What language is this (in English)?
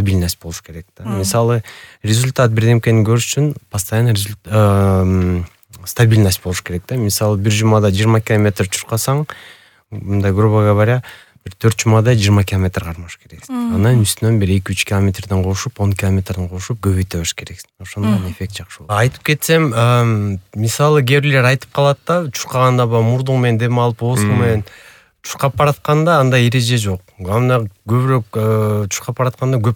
Kyrgyz